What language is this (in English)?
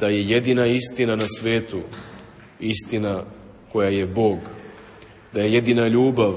Serbian